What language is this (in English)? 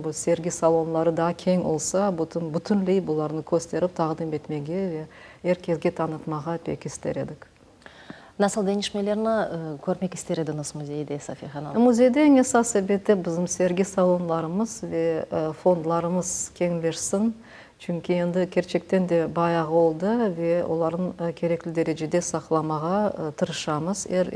Crimean Tatar